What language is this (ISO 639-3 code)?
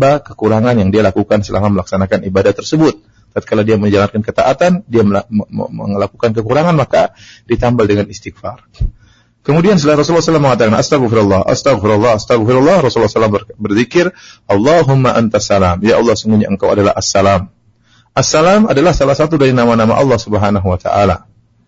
ind